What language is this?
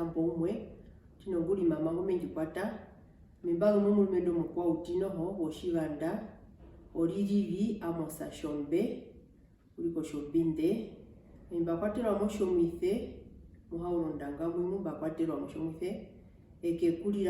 Herero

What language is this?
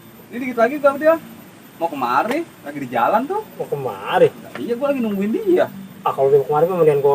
Betawi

